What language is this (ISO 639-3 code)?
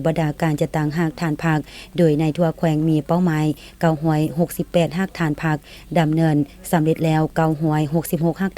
lao